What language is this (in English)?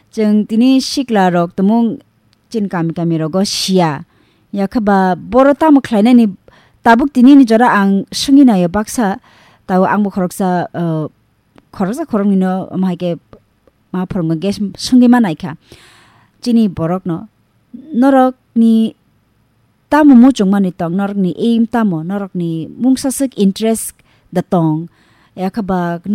Kok Borok